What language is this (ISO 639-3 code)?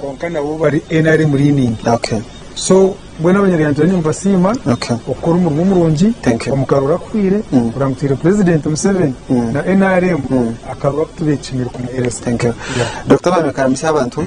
nyn